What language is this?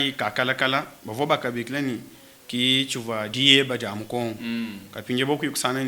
Luba-Lulua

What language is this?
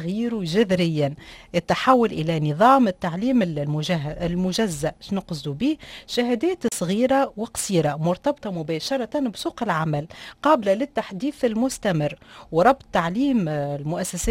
Tunisian Arabic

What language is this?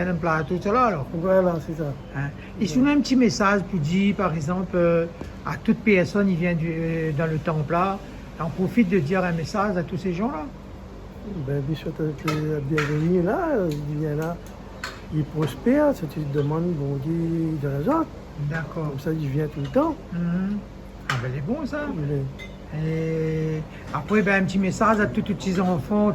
Réunion Creole French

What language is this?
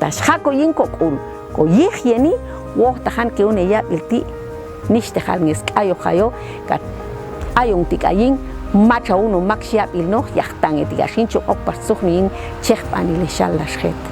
Popti'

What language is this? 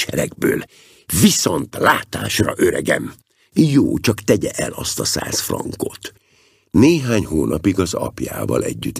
Hungarian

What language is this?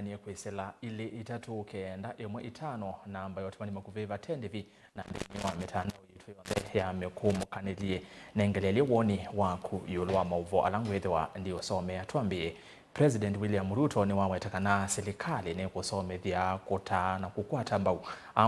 Kamba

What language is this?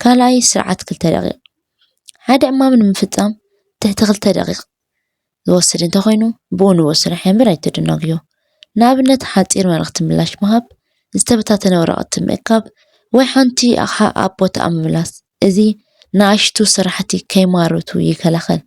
Tigrinya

